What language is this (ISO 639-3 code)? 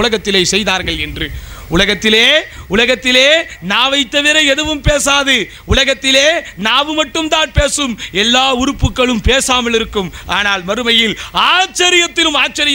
tam